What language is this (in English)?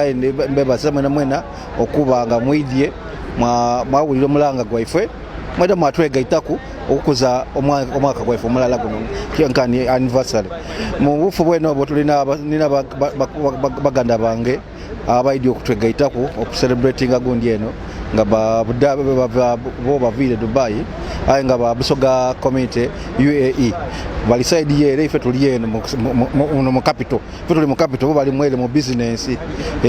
Soga